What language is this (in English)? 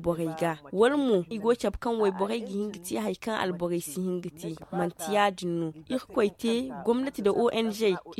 Zarma